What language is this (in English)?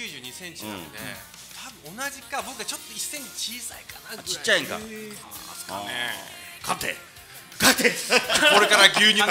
Japanese